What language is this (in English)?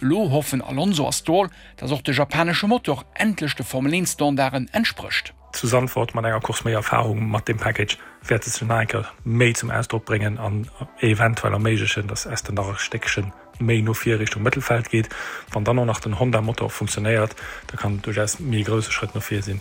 Luxembourgish